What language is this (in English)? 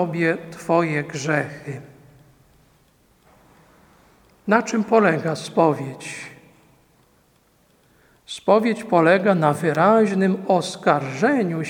Polish